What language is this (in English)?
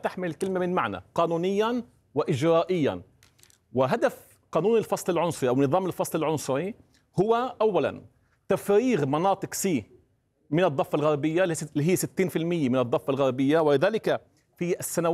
Arabic